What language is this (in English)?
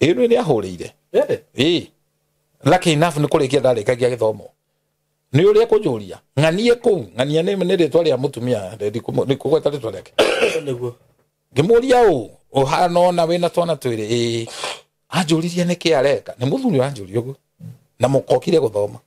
Kikuyu